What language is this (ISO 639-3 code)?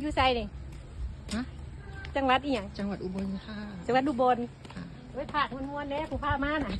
tts